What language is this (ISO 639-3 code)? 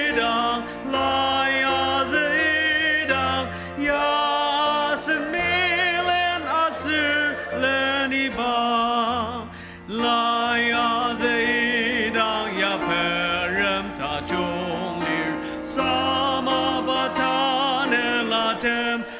njo